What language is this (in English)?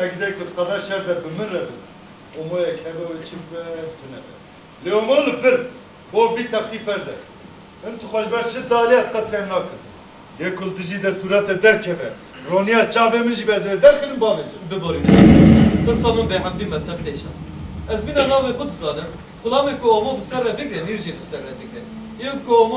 Kurdish